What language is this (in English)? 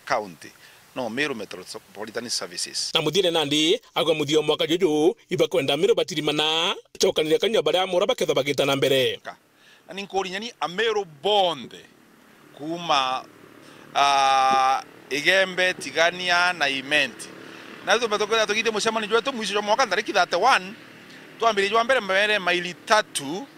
Meru